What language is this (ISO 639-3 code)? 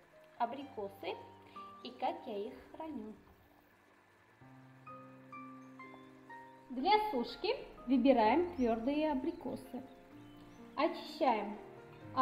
rus